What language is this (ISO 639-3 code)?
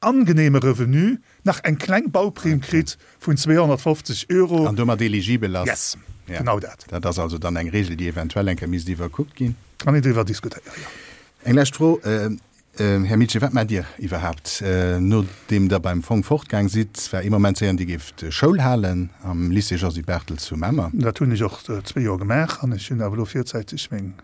ltz